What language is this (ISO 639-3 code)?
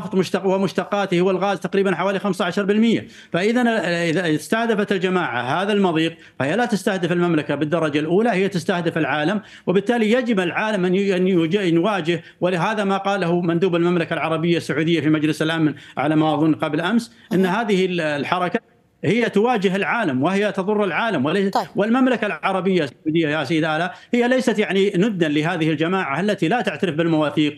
ara